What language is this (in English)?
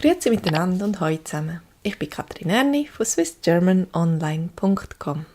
Swiss German